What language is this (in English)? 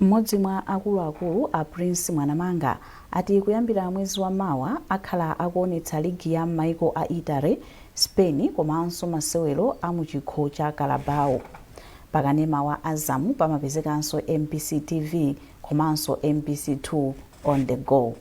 Nyanja